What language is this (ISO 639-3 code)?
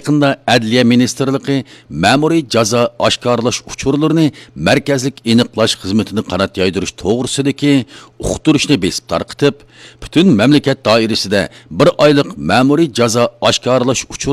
uig